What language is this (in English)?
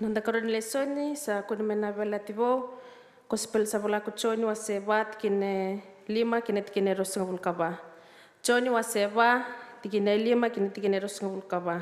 Fijian